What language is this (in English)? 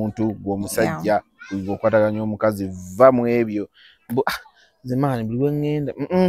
Ganda